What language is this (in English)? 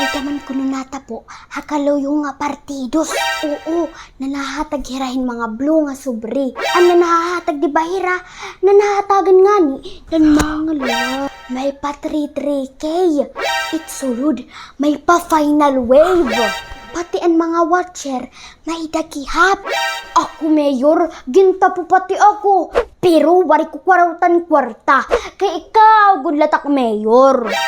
Waray